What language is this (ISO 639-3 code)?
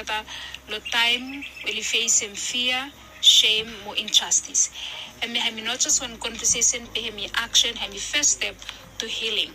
bis